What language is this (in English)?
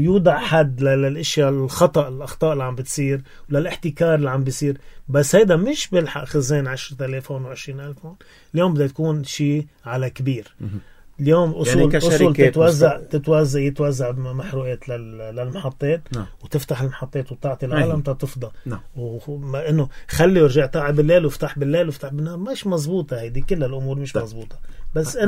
North Levantine Arabic